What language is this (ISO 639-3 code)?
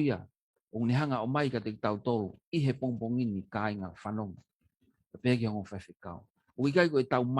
ton